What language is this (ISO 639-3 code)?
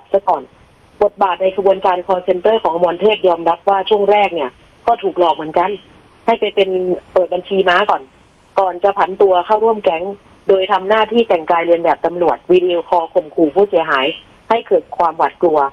tha